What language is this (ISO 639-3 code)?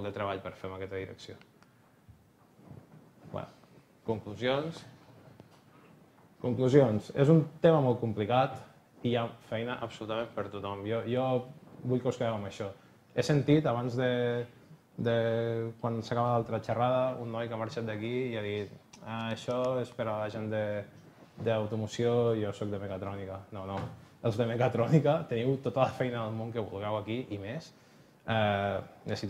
cat